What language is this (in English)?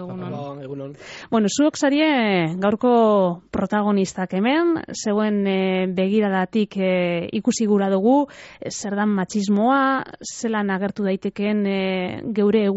Basque